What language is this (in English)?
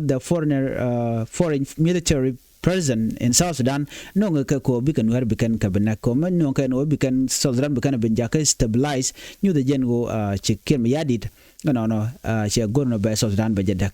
Nuer